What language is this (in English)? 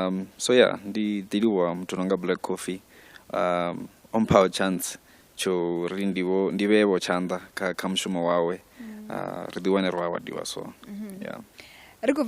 Venda